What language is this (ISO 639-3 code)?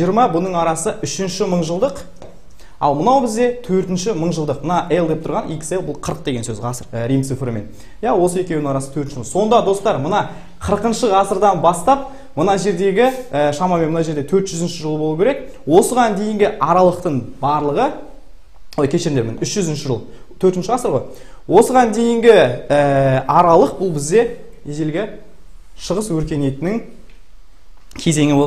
kaz